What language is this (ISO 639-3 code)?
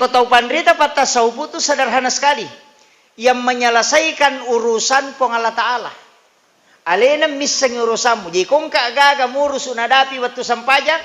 bug